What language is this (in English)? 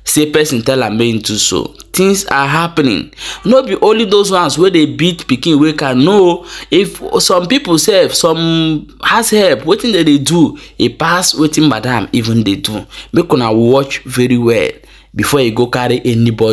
Nigerian Pidgin